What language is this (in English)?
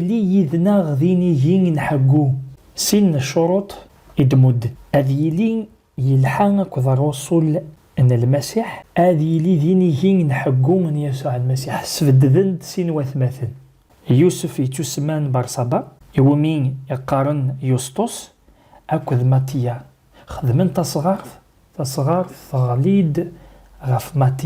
Kabyle